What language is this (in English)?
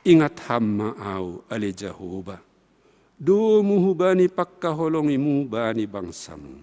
Batak Simalungun